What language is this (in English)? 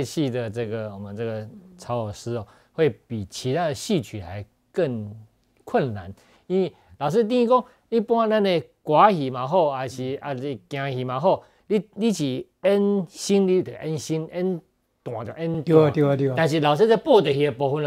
Chinese